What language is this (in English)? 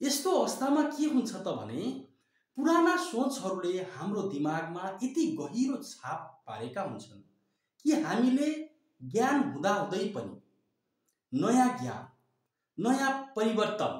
Nepali